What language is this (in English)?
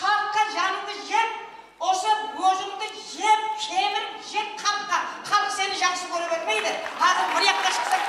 Kara-Kalpak